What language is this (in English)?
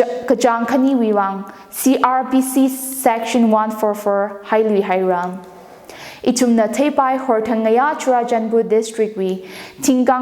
Tangkhul Naga (India)